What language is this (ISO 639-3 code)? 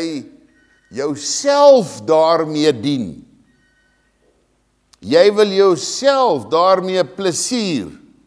afr